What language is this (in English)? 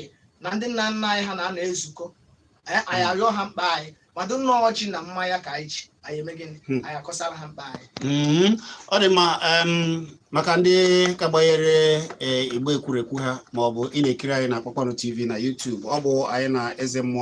Igbo